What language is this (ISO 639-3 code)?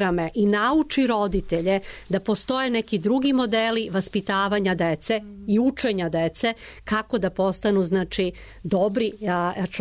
srp